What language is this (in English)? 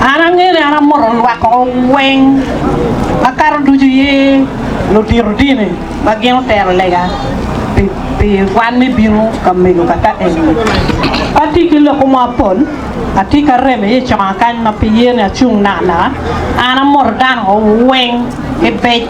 Acoli